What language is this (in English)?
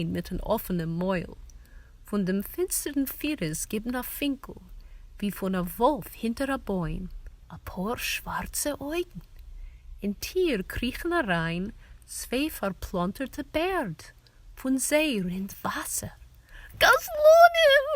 Yiddish